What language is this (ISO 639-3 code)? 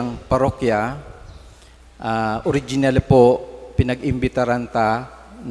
bik